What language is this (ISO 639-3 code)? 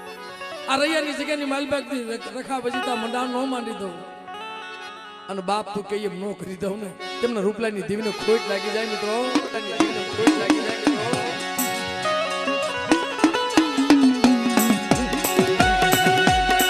guj